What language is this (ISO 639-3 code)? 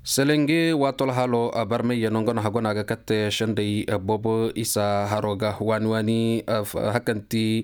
ses